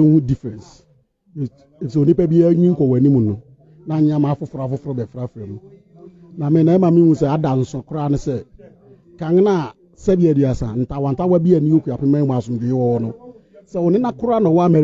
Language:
Akan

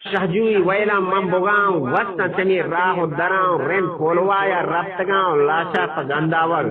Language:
Eastern Balochi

